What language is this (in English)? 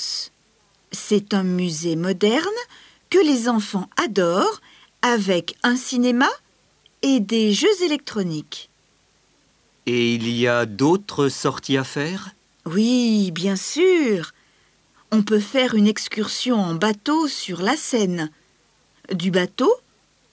French